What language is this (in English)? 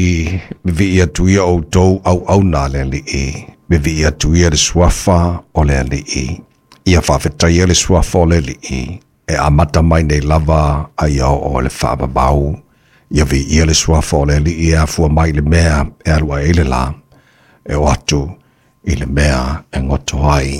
Samoan